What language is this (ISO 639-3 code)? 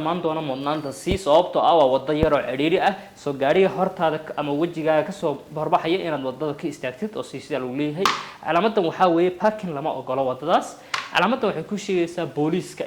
som